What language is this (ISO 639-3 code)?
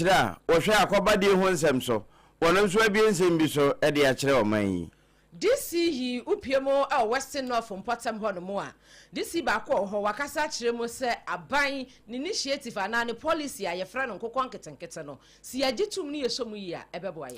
aka